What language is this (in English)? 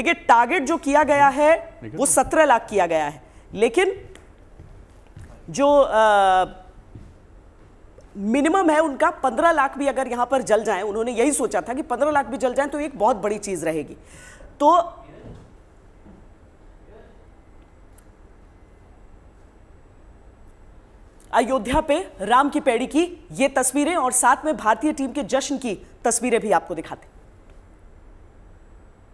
Hindi